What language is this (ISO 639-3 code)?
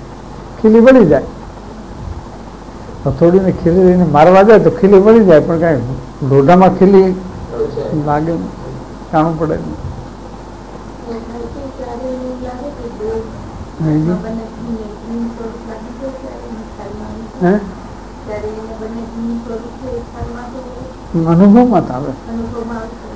guj